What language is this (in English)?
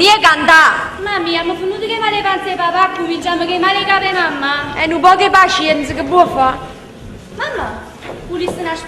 Neapolitan